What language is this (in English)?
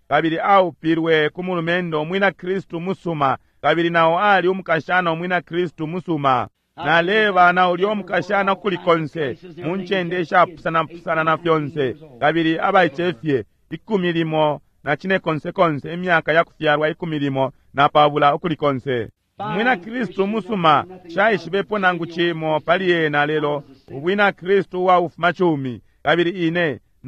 Bemba